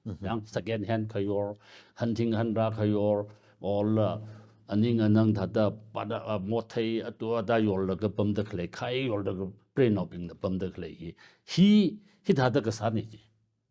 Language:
Tangkhul Naga (India)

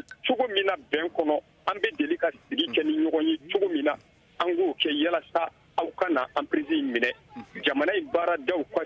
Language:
Bambara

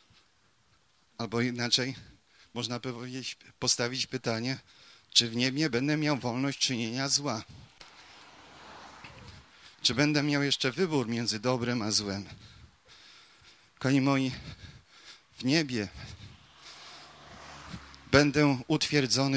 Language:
Polish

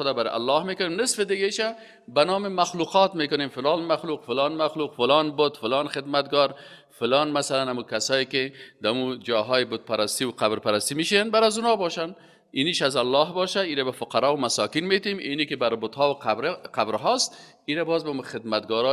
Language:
Persian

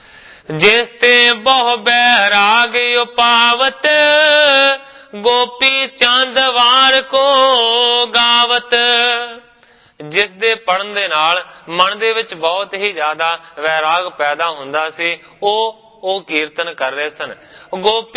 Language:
Punjabi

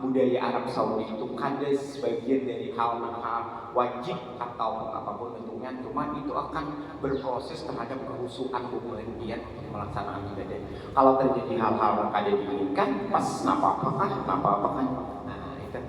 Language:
Banjar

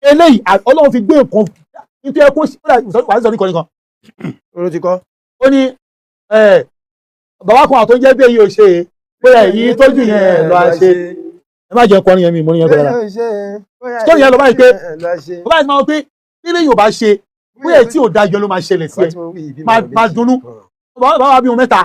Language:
Yoruba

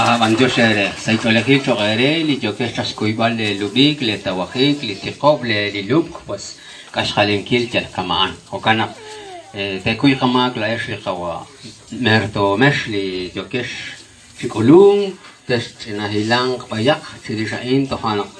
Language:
Kekchí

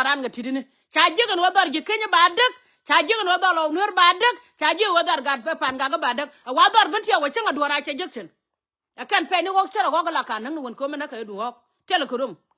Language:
Nuer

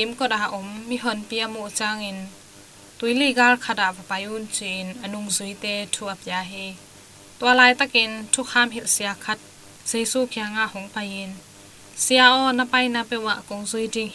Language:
Tedim Chin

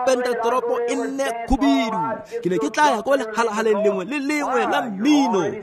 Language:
Tswana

